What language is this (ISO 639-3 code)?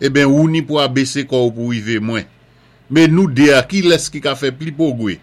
acf